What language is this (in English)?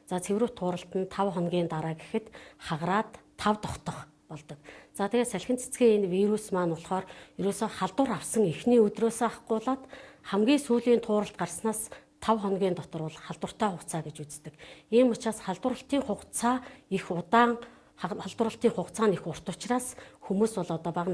Mongolian